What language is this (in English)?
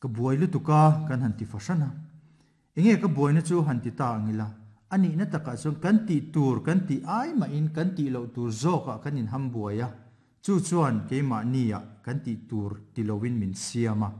Mizo